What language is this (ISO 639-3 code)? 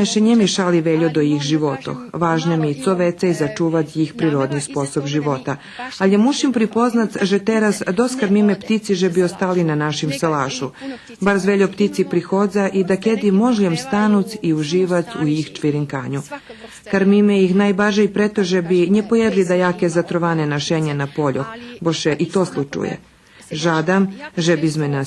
rue